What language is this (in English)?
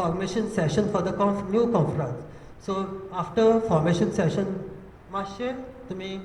Konkani